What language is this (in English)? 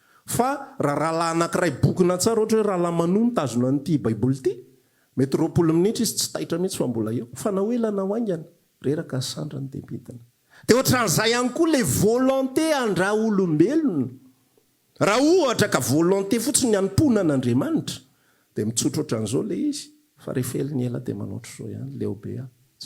Malagasy